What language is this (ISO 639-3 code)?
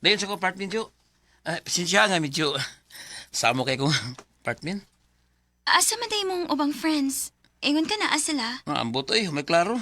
ceb